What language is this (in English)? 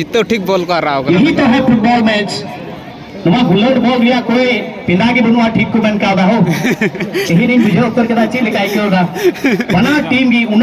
Santali